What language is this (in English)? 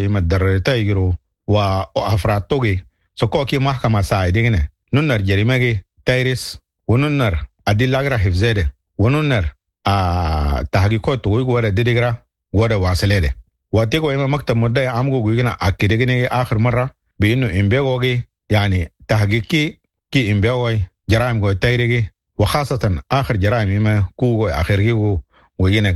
Sudanese Arabic